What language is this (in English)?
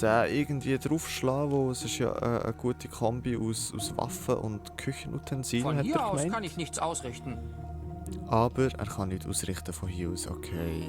Swiss German